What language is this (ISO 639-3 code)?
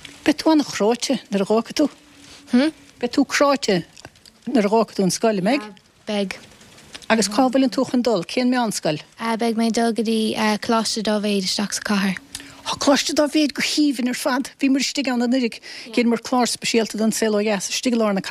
gle